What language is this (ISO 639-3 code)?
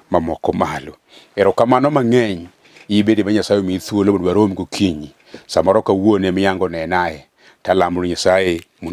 luo